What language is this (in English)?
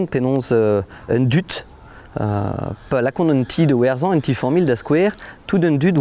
Breton